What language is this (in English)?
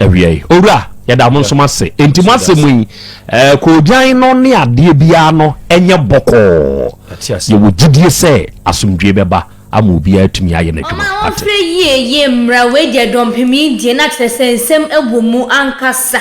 Akan